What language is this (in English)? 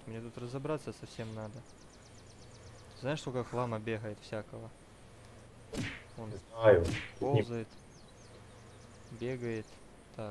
Russian